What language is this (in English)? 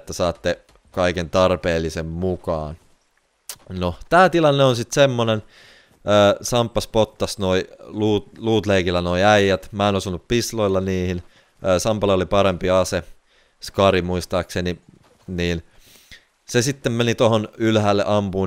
Finnish